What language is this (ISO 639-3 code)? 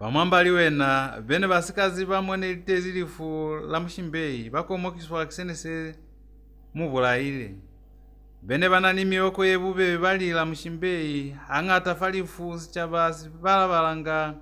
loz